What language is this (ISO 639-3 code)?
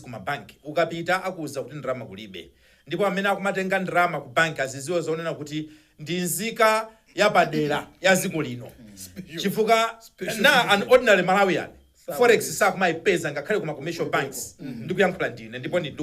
nya